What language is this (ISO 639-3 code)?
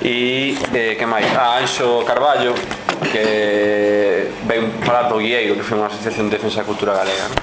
glg